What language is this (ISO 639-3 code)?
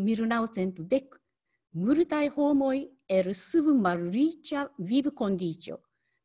epo